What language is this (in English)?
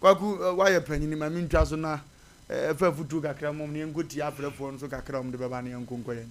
Akan